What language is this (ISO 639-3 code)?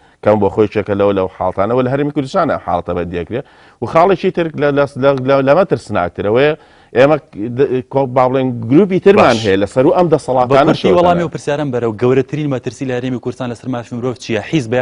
ckb